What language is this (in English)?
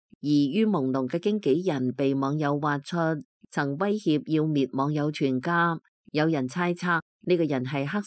Cantonese